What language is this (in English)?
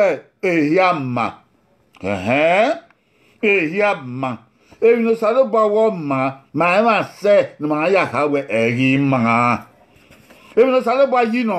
Bini